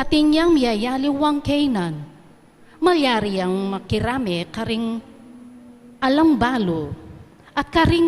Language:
Pampanga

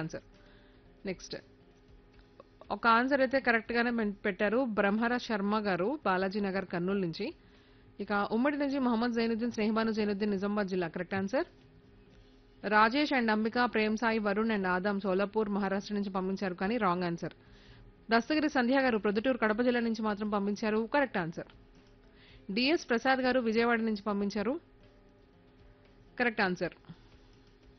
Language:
Telugu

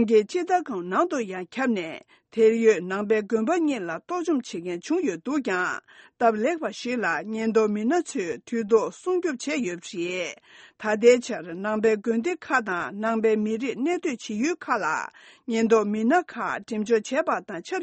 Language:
Tibetan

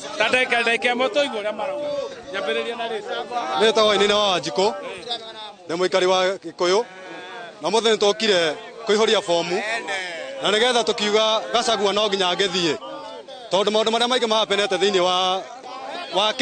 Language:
Kikuyu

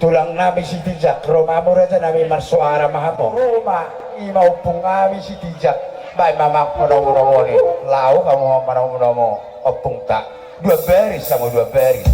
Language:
Batak Toba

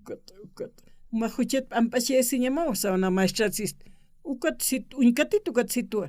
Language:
Aymara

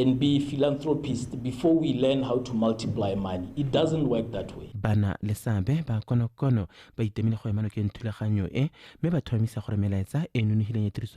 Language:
Tswana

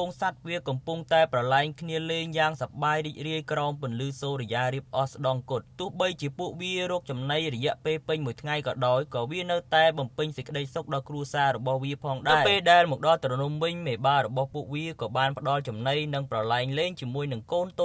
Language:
Khmer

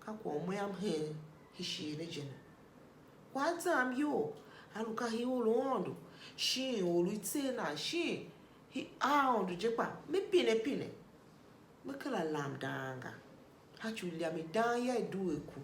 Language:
Tiv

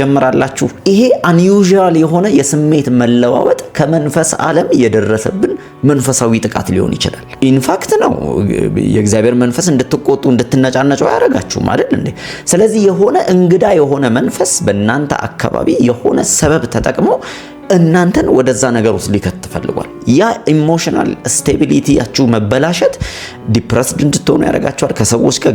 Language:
Amharic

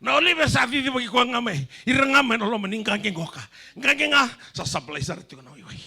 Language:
Fijian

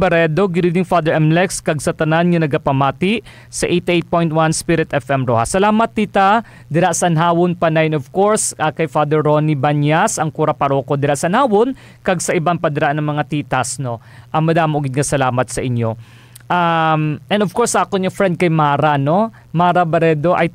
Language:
Hiligaynon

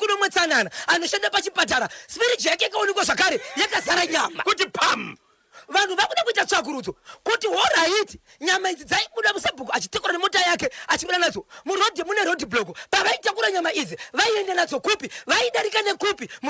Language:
Shona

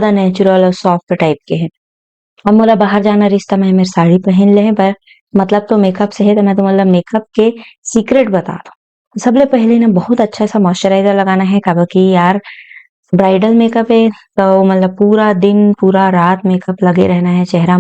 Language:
Chhattisgarhi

